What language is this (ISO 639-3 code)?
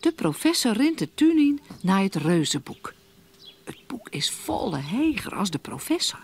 fry